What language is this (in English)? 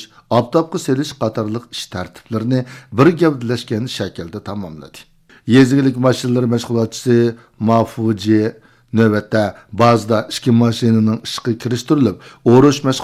Uyghur